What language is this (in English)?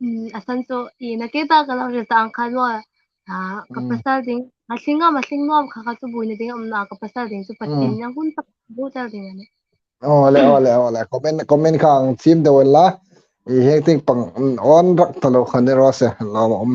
Hmar